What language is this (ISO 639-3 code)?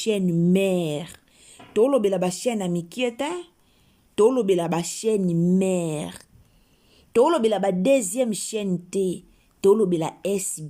lin